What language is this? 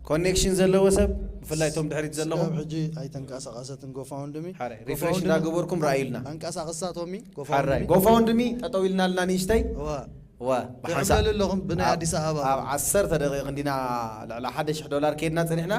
Tigrinya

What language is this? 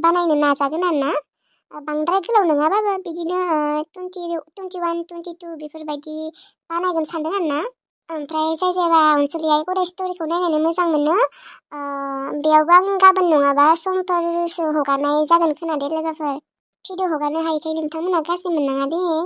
Bodo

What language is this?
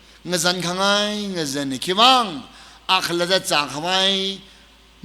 Tangkhul Naga (India)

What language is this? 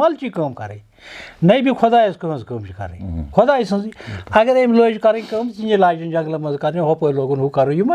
Kashmiri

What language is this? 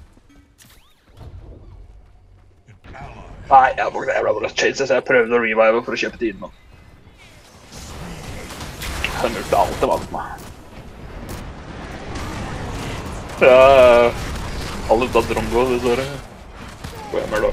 Norwegian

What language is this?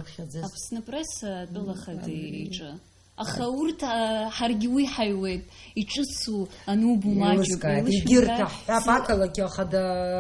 Abkhazian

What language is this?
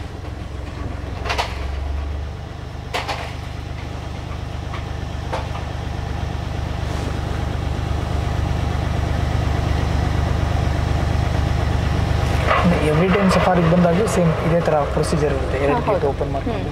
Kannada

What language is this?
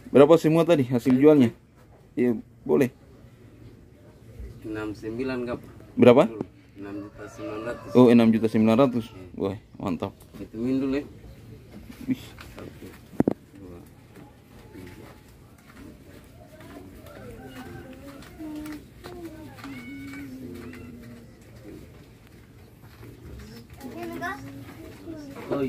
Indonesian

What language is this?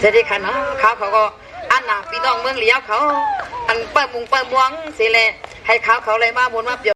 Shan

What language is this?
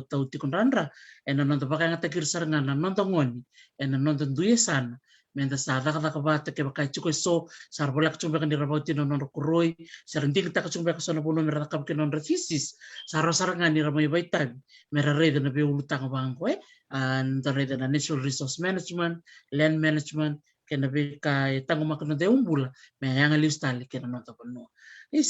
Fijian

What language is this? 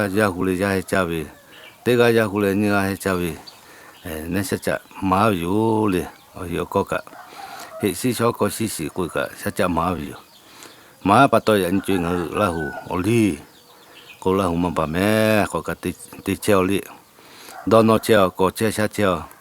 Lahu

